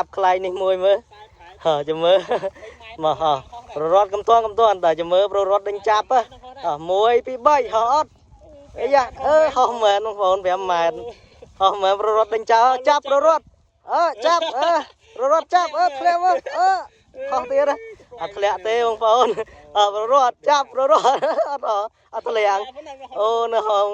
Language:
Khmer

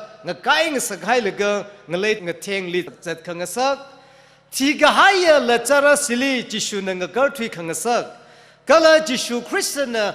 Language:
Tangkhul Naga (India)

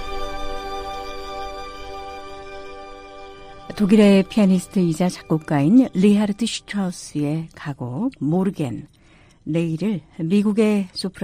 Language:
Korean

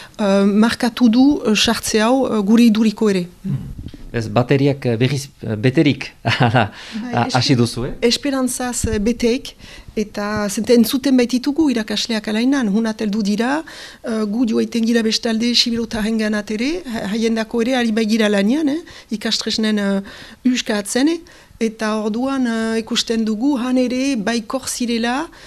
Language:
Basque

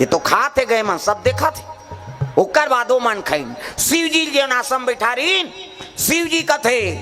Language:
Chhattisgarhi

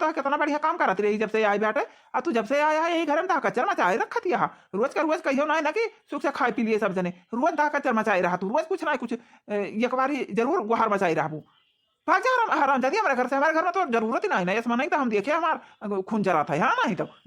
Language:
Awadhi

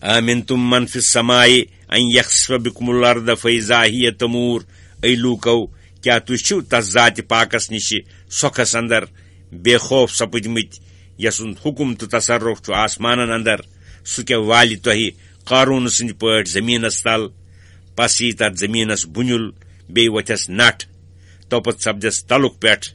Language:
Kashmiri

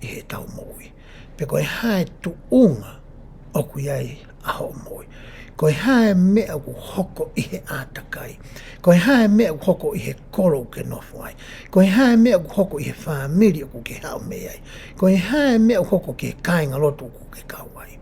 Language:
Tongan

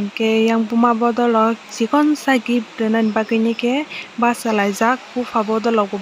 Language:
Kok Borok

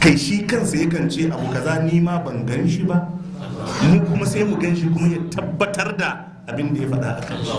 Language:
Hausa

